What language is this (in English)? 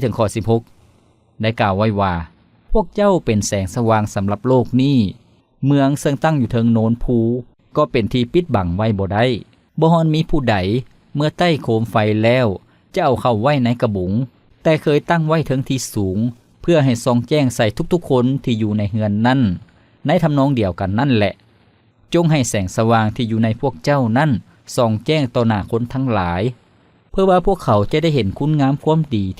Lao